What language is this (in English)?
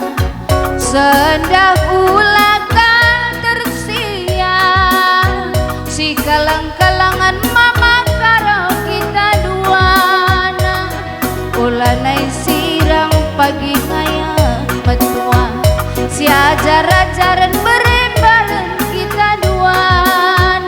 Batak Karo